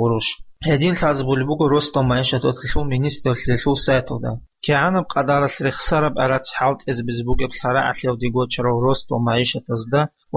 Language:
Avaric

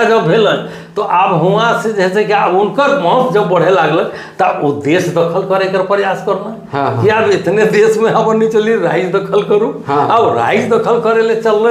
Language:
Sadri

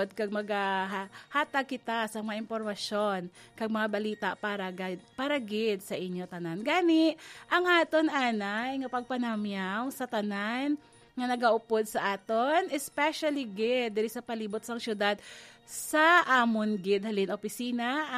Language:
Hiligaynon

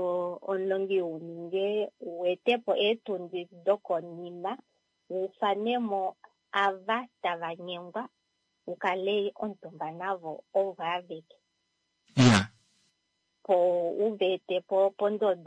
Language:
Kuanyama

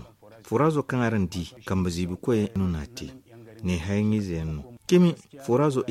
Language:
Zarma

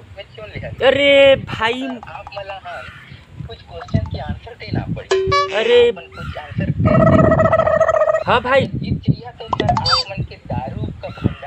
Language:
Chhattisgarhi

